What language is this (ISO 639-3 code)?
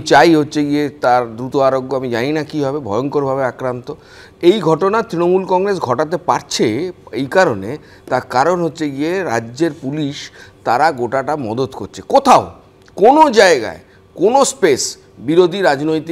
ben